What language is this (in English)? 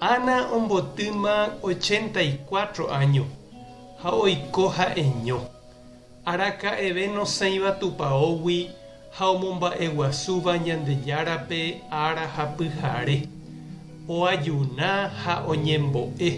Guarani